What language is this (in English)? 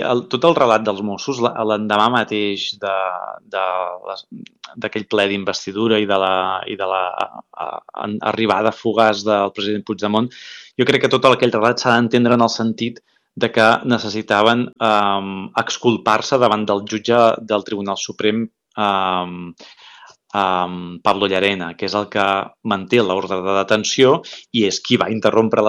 Catalan